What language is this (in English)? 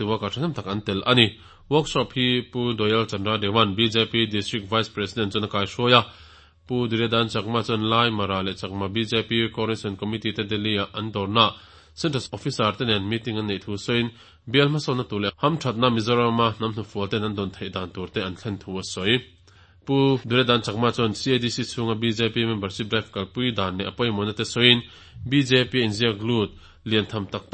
Mizo